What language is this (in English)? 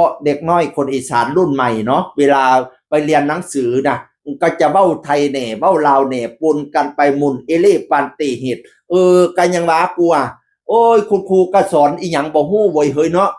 Northeastern Thai